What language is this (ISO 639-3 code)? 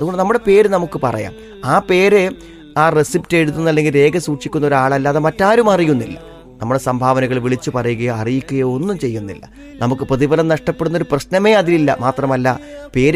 mal